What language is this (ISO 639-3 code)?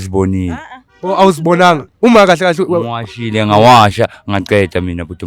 zul